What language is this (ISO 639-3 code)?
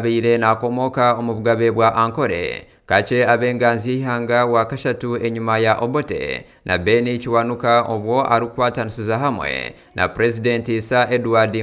nyn